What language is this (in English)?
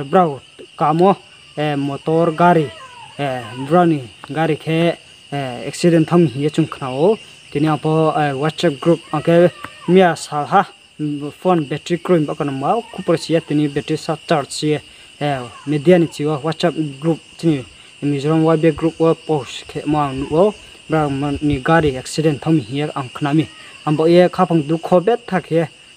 Riang (India)